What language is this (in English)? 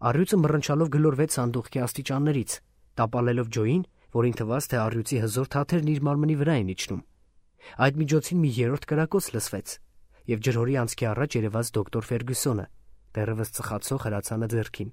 Armenian